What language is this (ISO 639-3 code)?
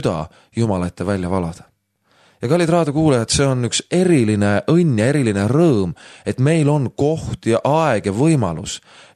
est